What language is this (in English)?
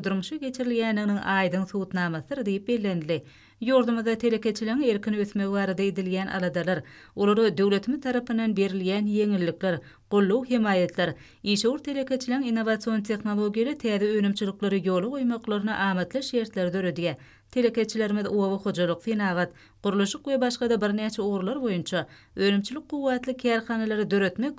Turkmen